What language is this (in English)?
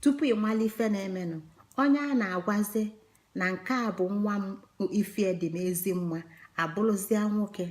Igbo